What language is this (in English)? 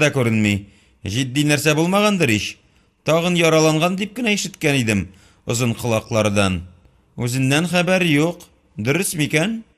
Tatar